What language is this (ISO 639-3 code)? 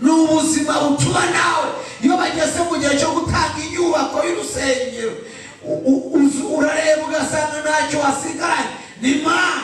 run